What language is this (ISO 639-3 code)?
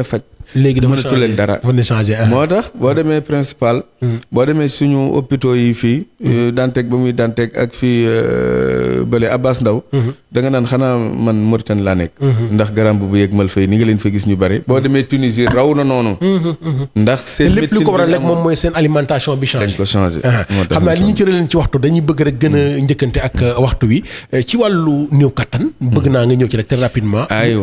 wol